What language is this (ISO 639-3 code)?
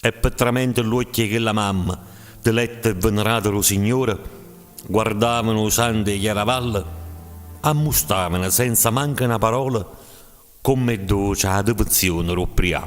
nap